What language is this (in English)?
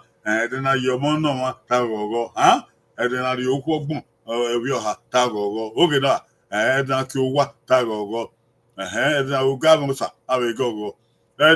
Bini